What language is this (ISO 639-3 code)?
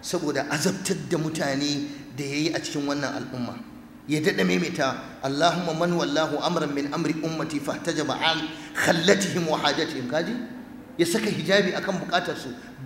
hau